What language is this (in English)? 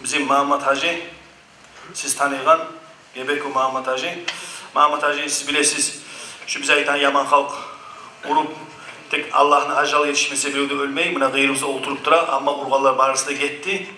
Kumyk